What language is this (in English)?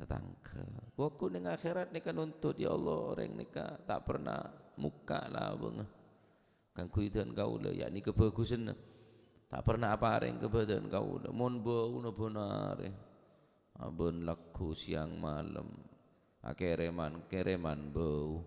Madurese